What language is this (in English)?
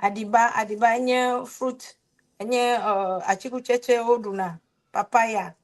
Ewe